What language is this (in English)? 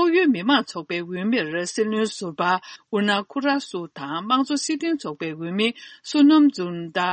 Tibetan